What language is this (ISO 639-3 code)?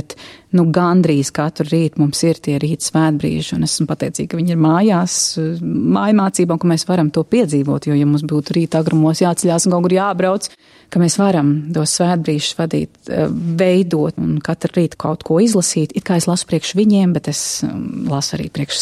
lav